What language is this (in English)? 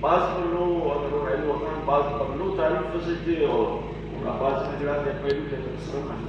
Brahui